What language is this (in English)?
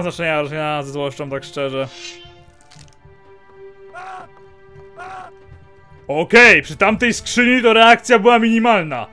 Polish